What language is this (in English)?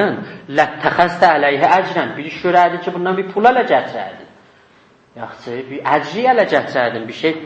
South Azerbaijani